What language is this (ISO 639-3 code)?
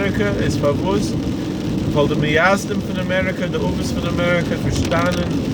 yid